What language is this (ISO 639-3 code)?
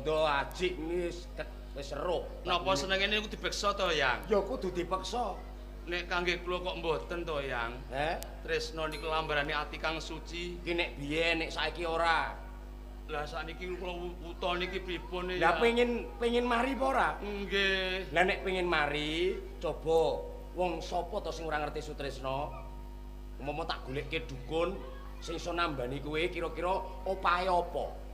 jav